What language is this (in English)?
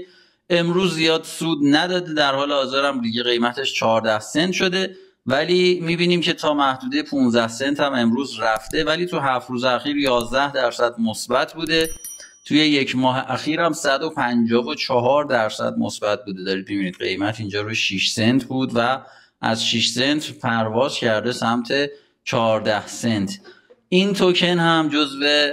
Persian